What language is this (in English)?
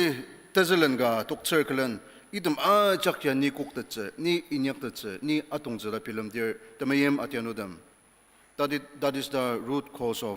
Ao Naga